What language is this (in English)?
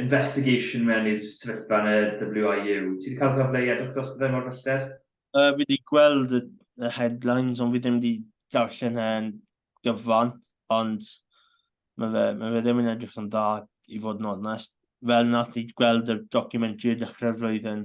Welsh